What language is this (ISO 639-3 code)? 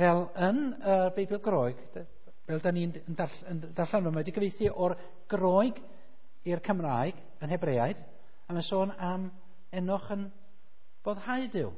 cym